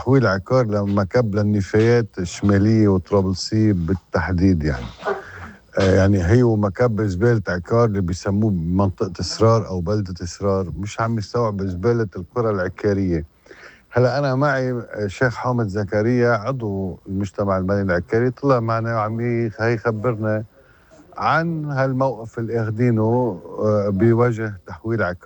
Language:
North Levantine Arabic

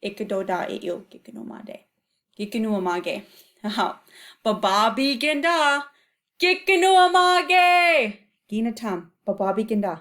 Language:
Chippewa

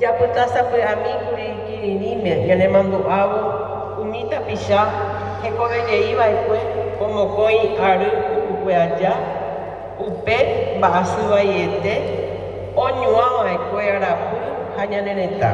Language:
Guarani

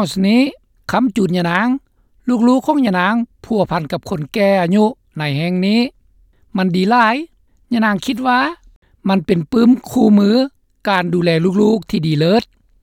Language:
Lao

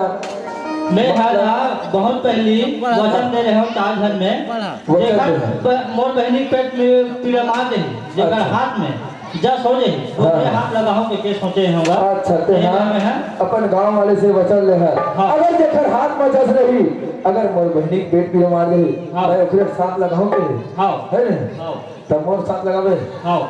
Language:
Chhattisgarhi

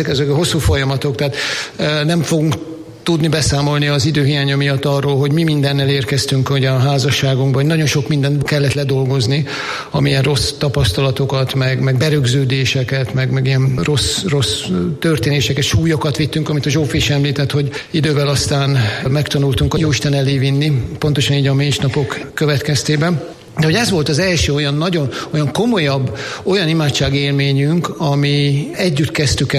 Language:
Hungarian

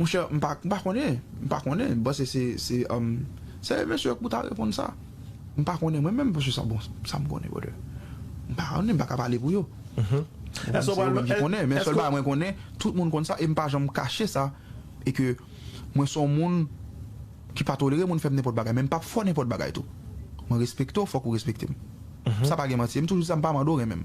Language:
Haitian Creole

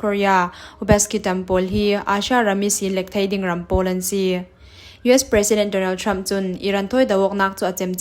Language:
Falam Chin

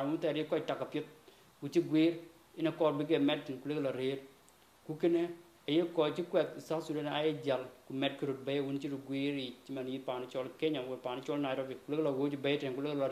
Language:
Dinka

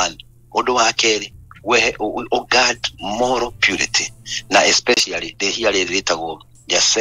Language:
Kikuyu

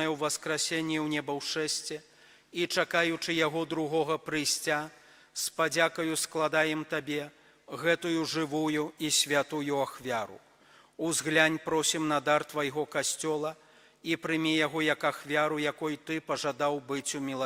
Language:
Belarusian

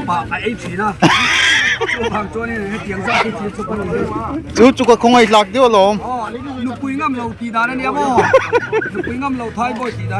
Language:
Darlong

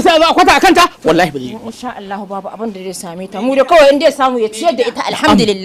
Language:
Hausa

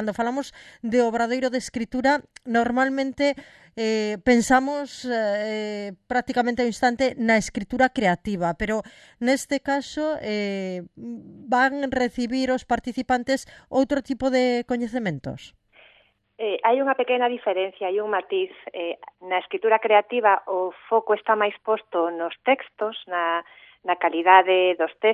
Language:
Galician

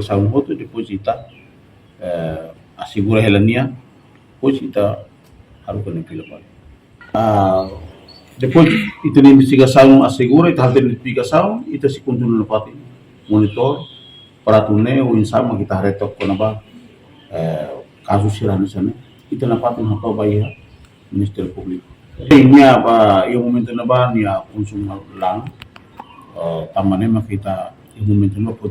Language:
Tetum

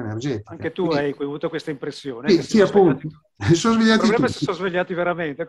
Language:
Italian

